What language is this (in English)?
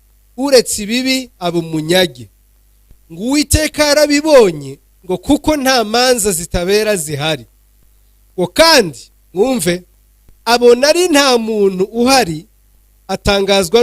Kinyarwanda